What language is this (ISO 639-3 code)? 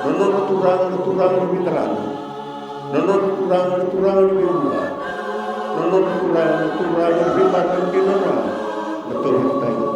fij